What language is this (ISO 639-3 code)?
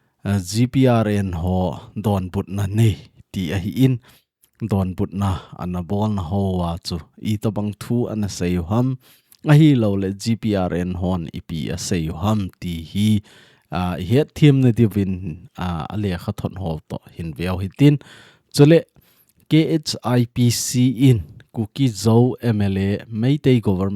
tcz